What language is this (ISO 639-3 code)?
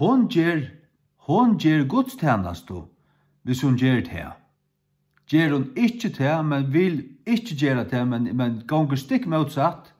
fao